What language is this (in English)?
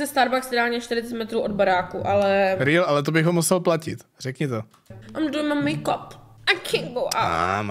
Czech